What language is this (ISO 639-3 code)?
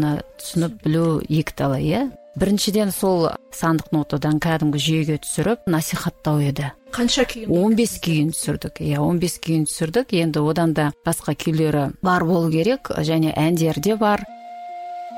kaz